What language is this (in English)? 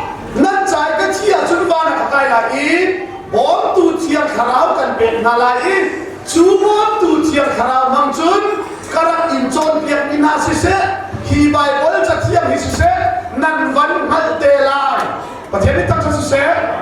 Hakha Chin